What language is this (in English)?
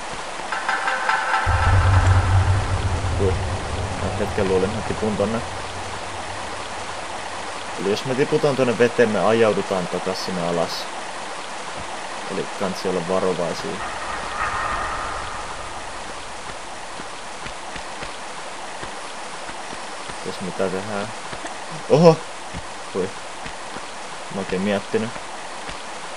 Finnish